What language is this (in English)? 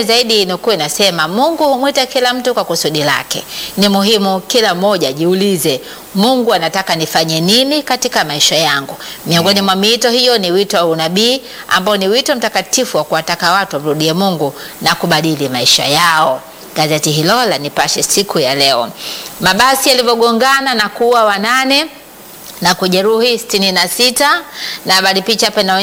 Swahili